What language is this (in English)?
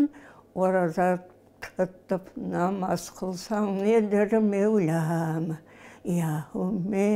Crimean Tatar